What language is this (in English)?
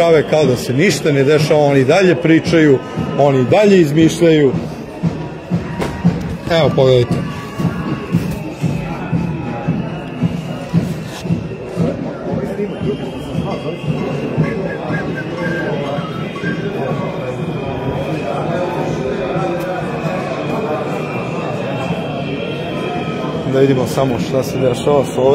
Serbian